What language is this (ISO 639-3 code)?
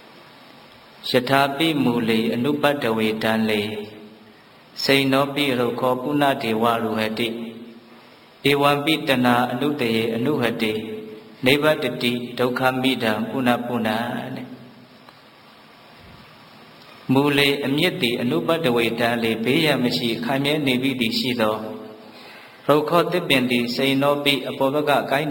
mya